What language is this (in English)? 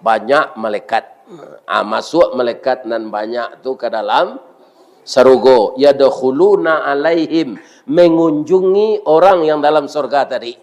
Minangkabau